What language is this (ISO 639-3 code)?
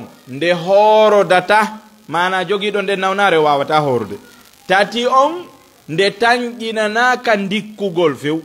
ful